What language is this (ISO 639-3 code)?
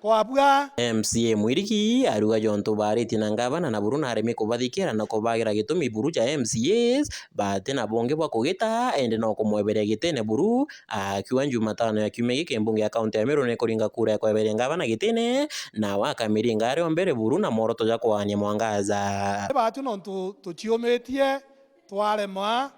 mer